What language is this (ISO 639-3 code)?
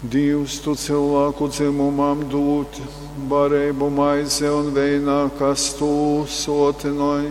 ltg